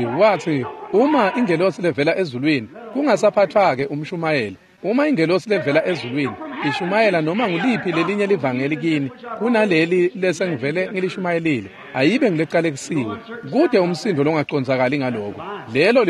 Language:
Swati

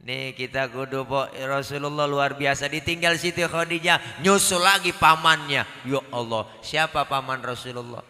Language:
Betawi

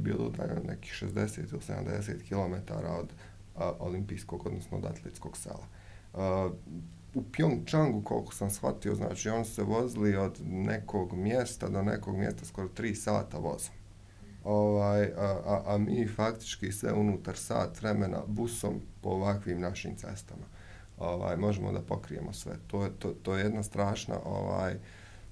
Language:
Bosnian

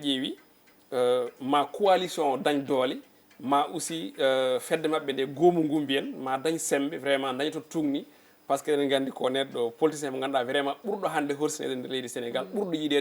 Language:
Fula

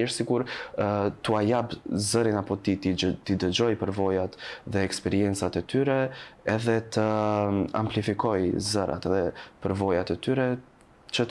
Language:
Albanian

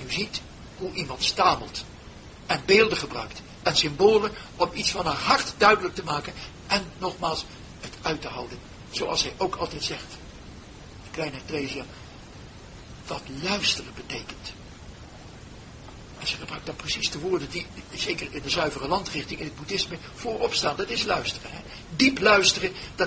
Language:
Dutch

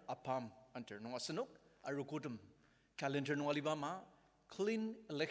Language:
Ao Naga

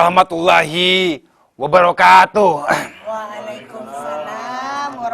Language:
Madurese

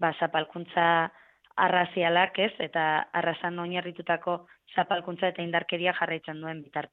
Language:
Basque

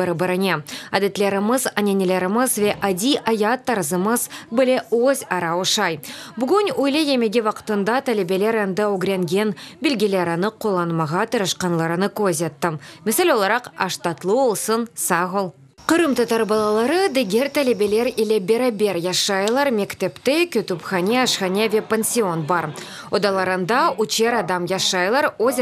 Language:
Crimean Tatar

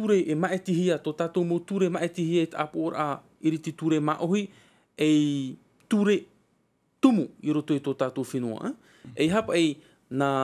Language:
Tahitian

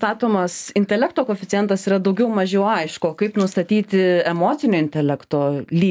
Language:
Lithuanian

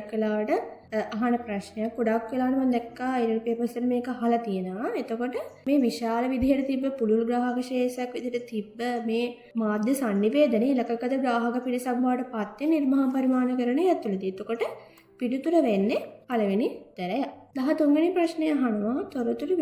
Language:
Sinhala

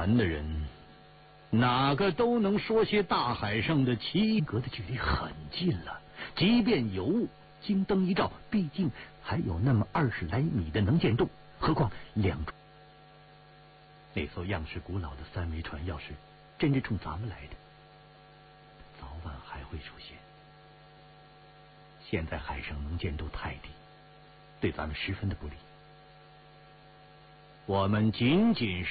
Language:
Chinese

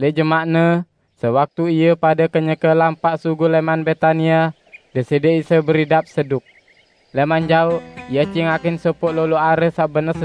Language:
Sasak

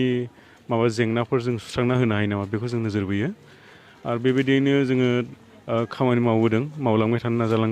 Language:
Bodo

